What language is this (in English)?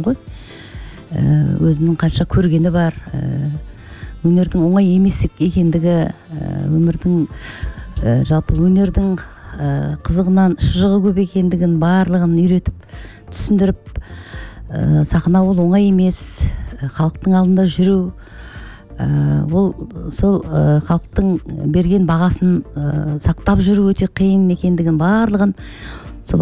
Kazakh